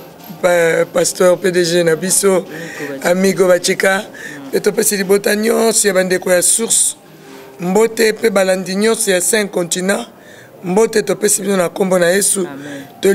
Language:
Lingala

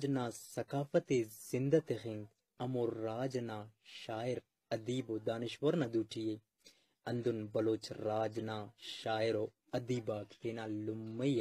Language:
Brahui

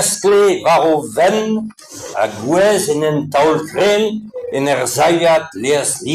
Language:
Breton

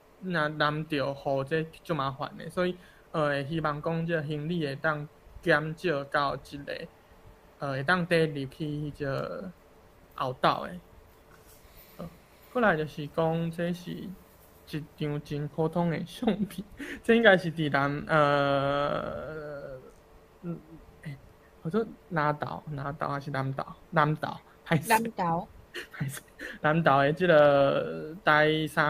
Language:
Min Nan Chinese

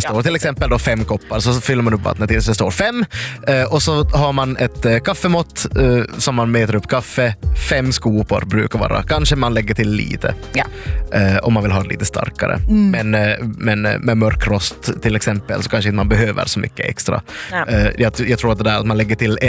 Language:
Swedish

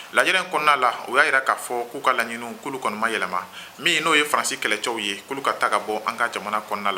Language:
Bambara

